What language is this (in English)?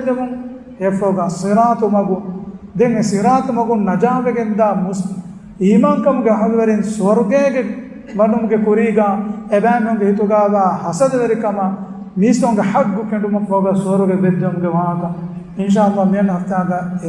Divehi